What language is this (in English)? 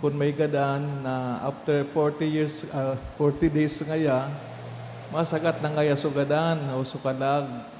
Bikol